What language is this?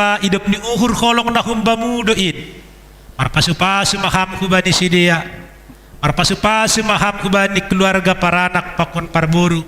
Batak Simalungun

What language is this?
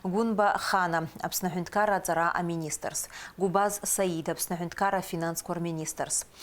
Abkhazian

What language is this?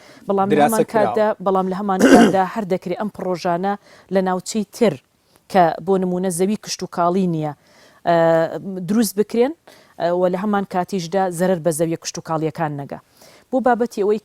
Central Kurdish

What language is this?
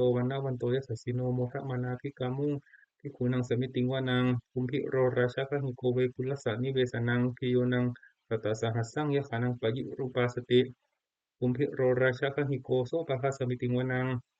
Pali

